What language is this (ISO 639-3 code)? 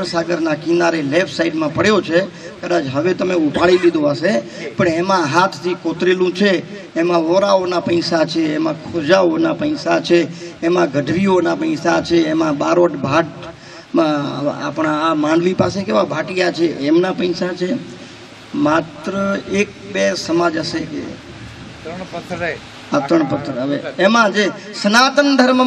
guj